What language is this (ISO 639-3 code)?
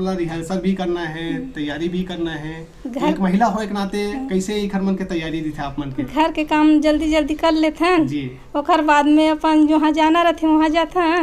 hne